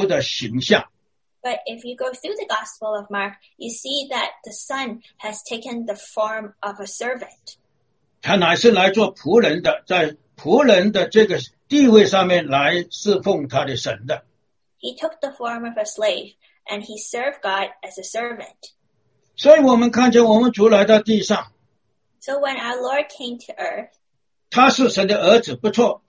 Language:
Chinese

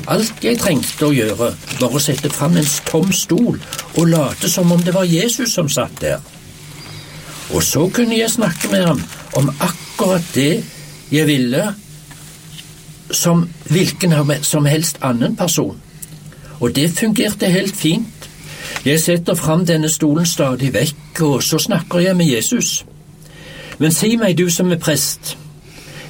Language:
Norwegian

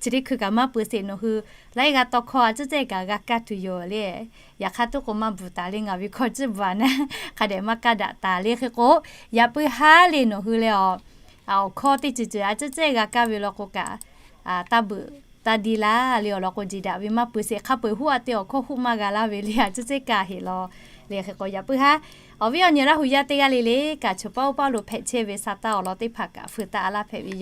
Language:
Lahu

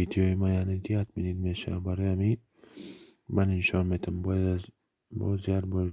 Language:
Tajik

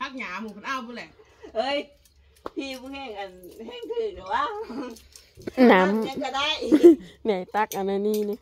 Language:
Northeastern Thai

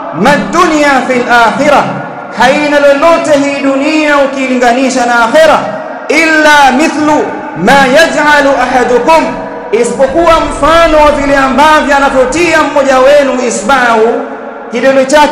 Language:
Swahili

